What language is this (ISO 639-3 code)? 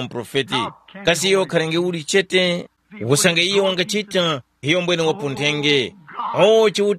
tum